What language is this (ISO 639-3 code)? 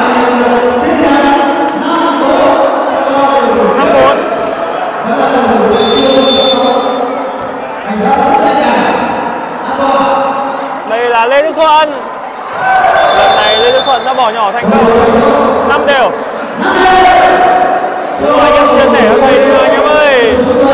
vie